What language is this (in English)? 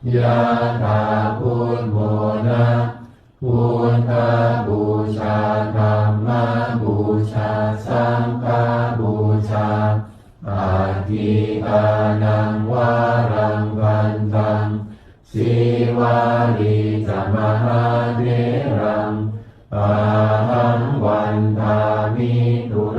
Pali